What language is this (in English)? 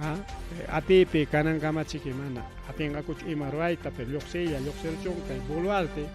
Ayacucho Quechua